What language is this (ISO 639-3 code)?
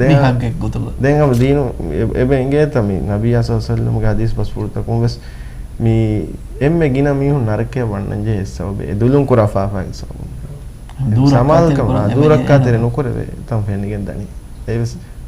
div